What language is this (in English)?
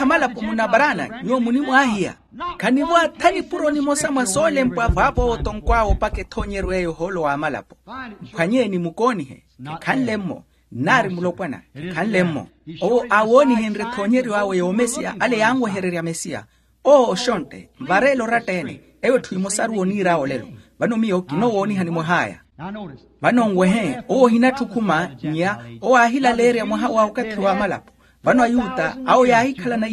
Makhuwa